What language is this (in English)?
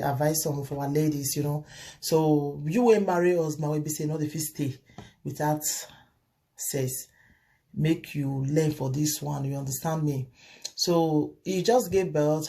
Nigerian Pidgin